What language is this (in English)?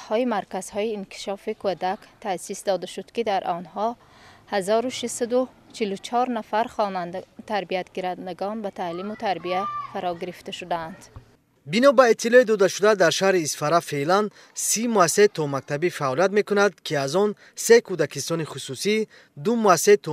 Tajik